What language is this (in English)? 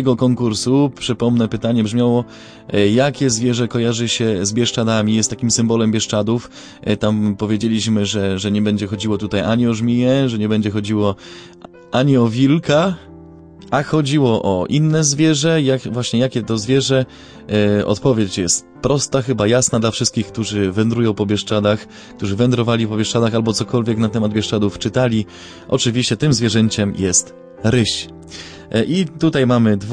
Polish